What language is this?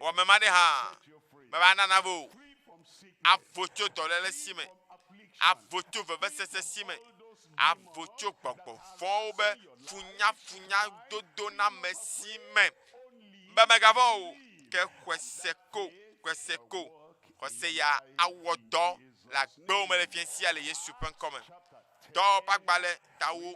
Ewe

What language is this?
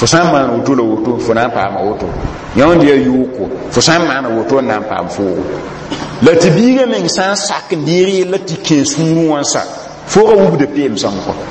Mossi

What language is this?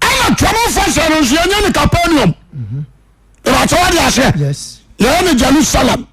Akan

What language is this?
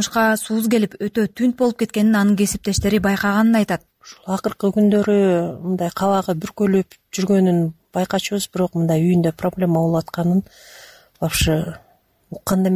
Kyrgyz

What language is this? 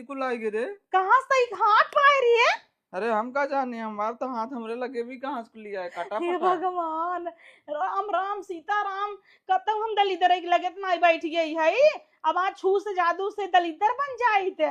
Awadhi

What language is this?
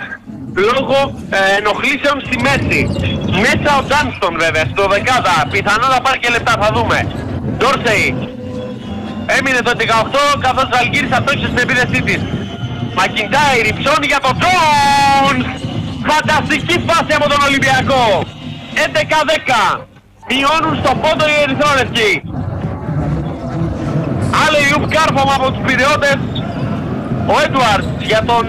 Greek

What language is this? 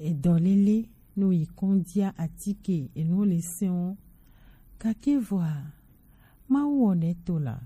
Gen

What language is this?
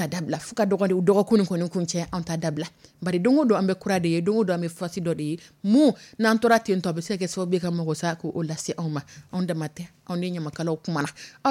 Dyula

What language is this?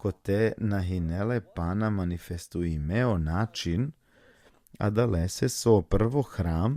Balkan Romani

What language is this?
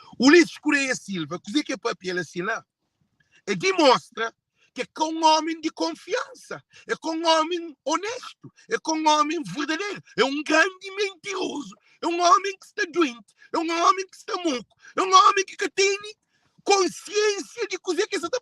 Kabuverdianu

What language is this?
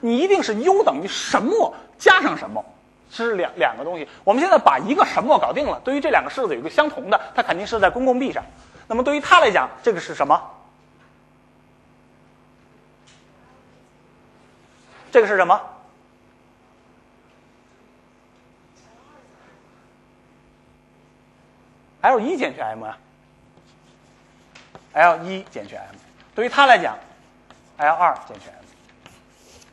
Chinese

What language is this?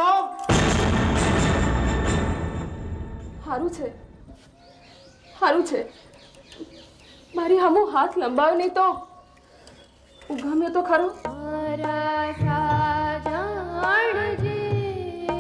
Gujarati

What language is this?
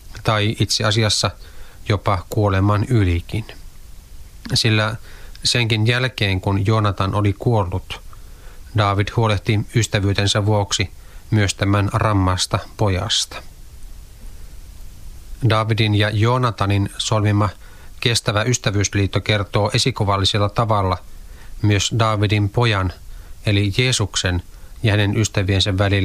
Finnish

